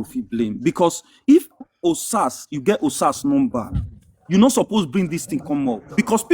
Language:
Nigerian Pidgin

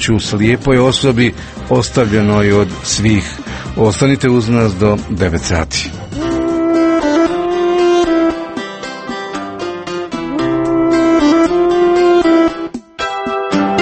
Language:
Croatian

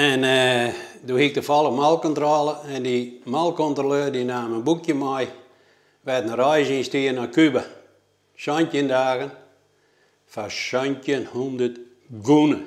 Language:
Western Frisian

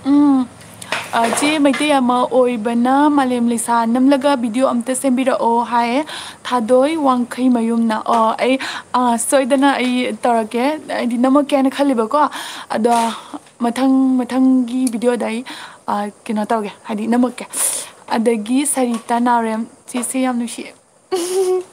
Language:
Manipuri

